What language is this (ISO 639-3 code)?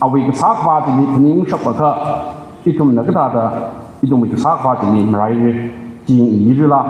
nmf